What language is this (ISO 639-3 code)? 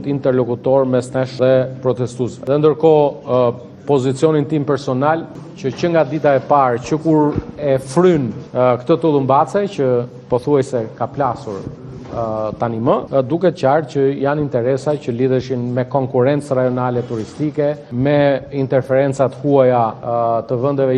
sqi